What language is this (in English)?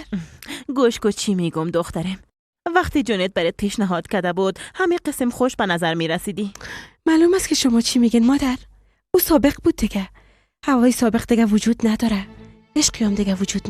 Persian